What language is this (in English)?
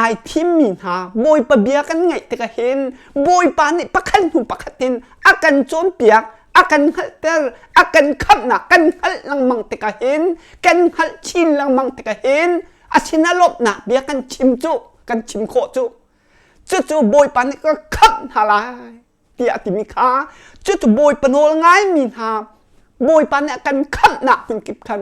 Hakha Chin